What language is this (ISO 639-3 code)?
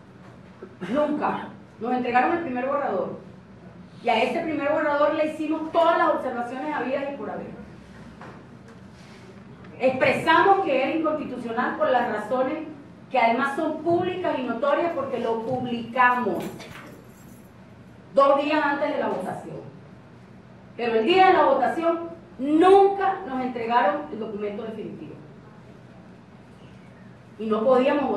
spa